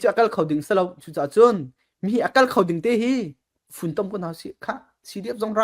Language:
Falam Chin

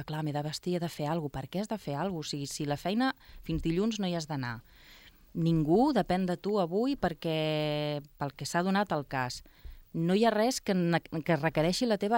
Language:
Catalan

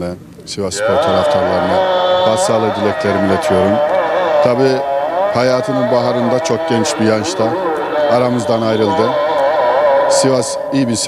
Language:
Turkish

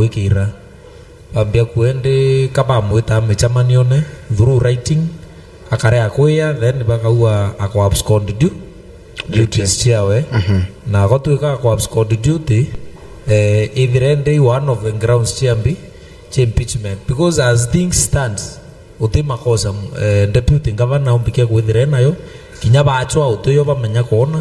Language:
Meru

